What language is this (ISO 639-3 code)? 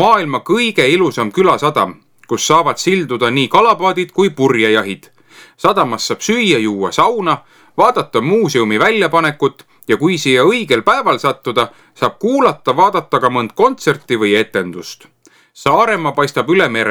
est